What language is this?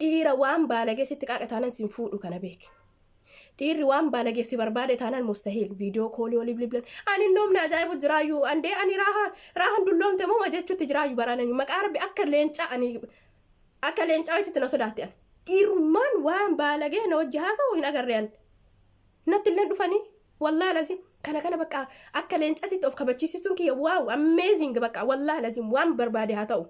Oromo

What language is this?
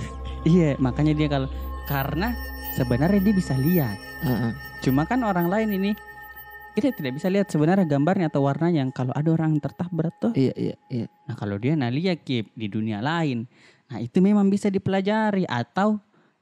Makassar Malay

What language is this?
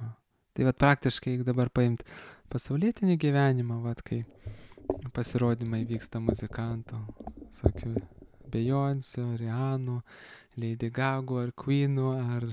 Lithuanian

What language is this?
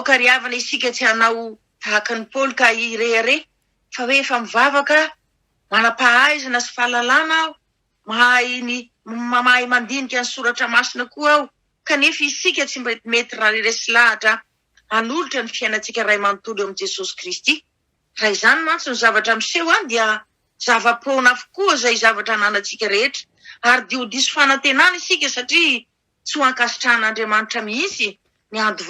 Malagasy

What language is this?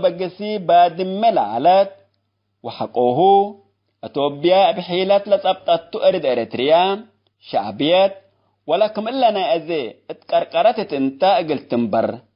Tigre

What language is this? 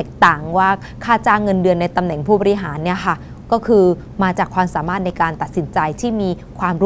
Thai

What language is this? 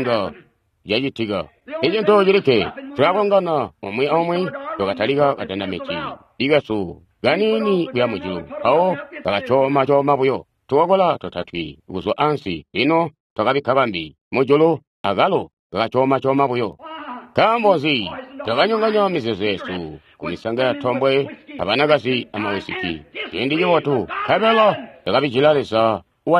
Tonga (Zambia)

